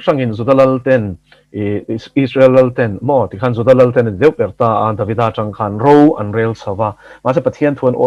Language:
Mizo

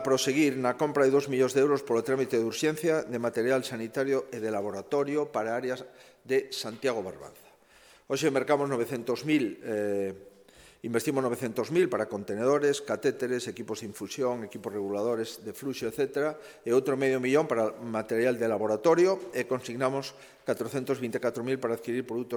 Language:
Galician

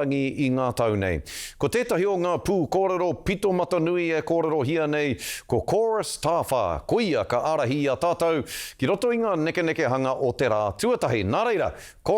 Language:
Māori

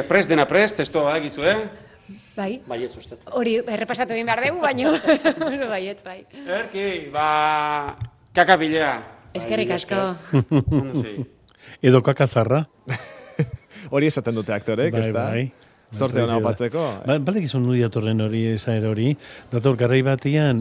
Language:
Basque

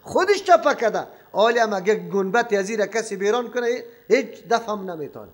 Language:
Persian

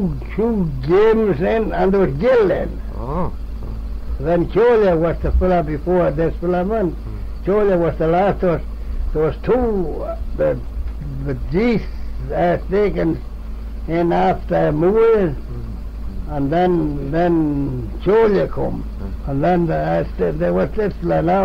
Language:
Manx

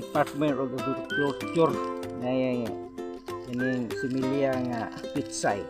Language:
Cebuano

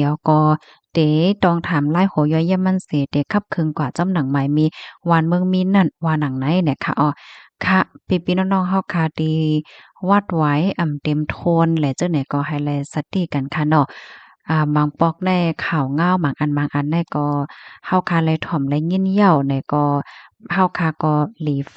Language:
Shan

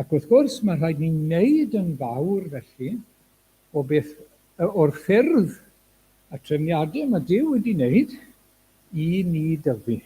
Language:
Welsh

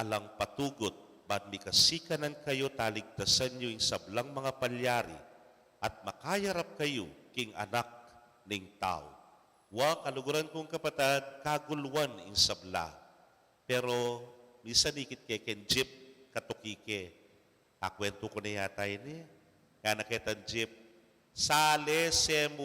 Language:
Pampanga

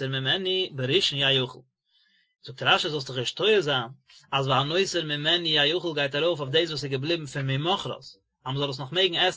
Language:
Yiddish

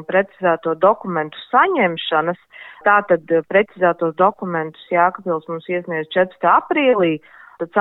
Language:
Latvian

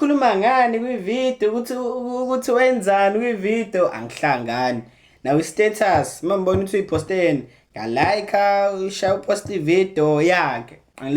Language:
Zulu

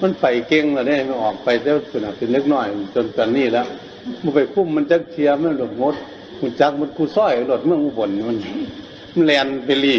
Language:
Northeastern Thai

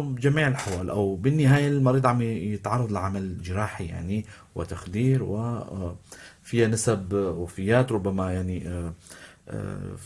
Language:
North Levantine Arabic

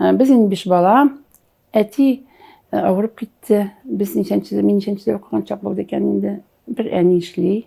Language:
Tatar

